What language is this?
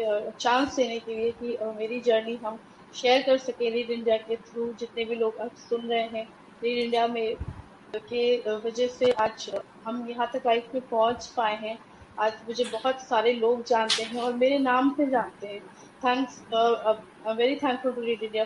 Hindi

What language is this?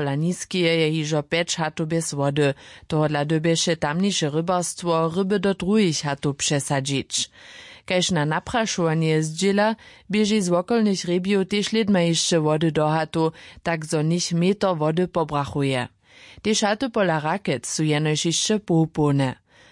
Upper Sorbian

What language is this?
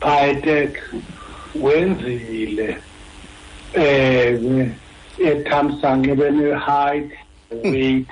Xhosa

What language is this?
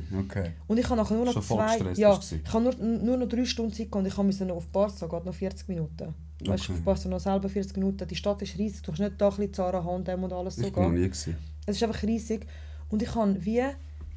Swiss German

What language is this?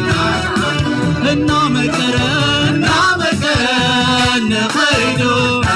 Tigrinya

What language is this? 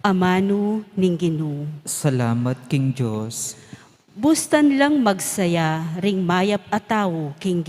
Pampanga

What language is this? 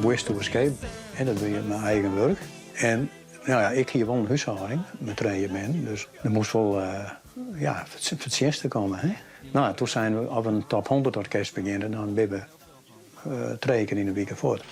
Western Frisian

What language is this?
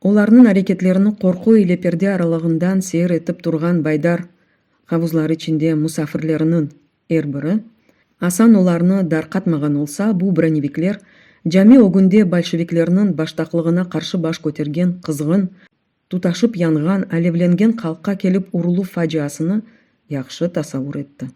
Crimean Tatar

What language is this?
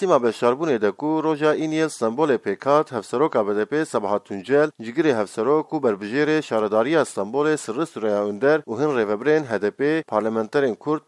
Kurdish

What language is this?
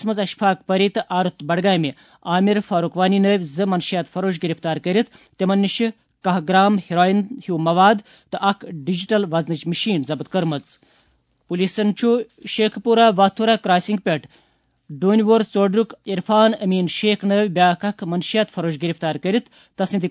Kashmiri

